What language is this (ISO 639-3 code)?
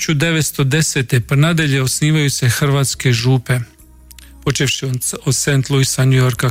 hrv